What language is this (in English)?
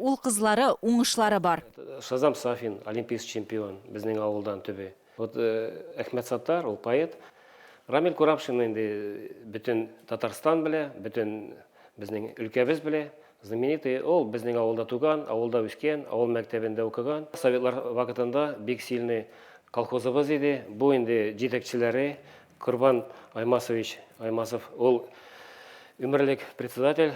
Tatar